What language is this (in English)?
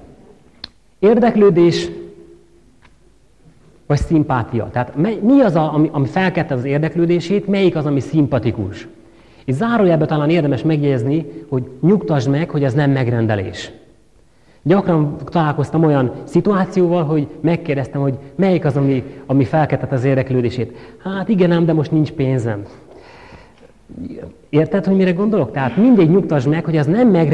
Hungarian